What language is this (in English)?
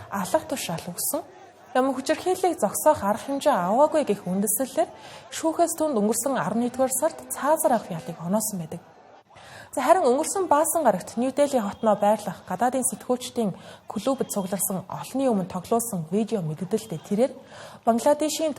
Mongolian